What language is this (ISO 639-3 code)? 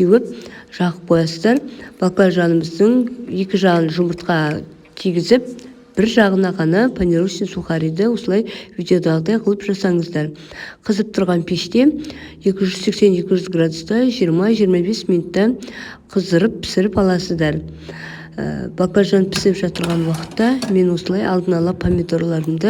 kaz